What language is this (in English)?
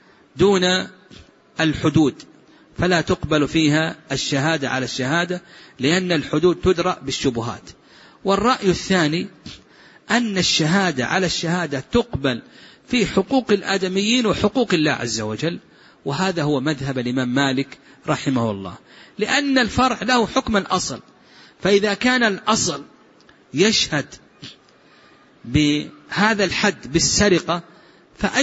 Arabic